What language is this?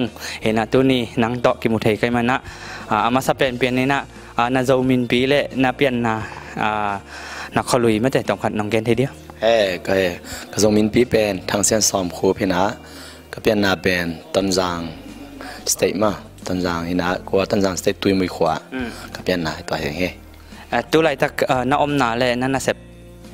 Tedim Chin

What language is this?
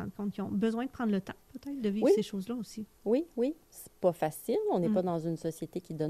French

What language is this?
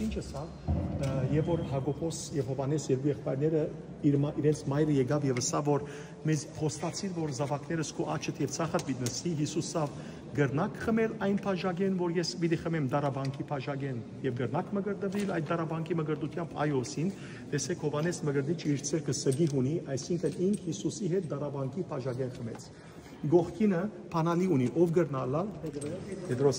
Western Armenian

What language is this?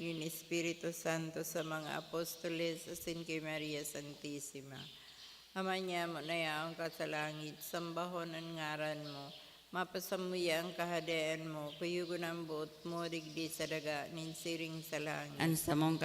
Bikol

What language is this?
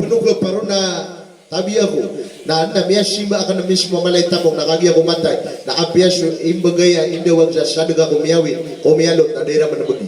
Maranao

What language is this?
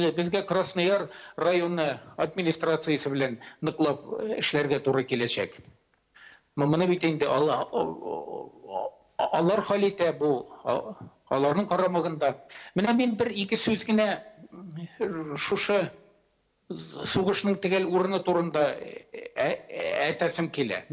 Tatar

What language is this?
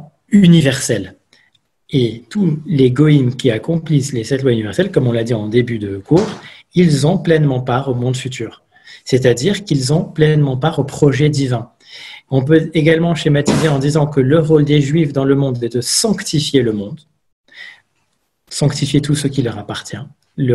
French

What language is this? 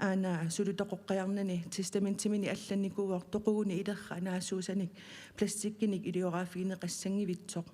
Kalaallisut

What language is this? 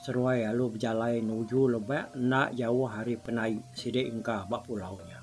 Iban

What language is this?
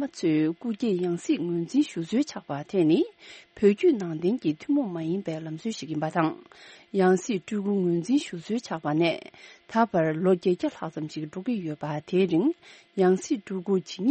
Tibetan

